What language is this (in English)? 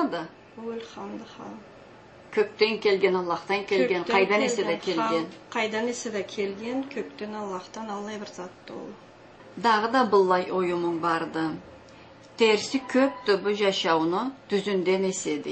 Karachay-Balkar